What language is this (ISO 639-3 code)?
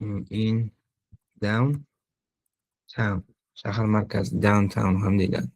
uzb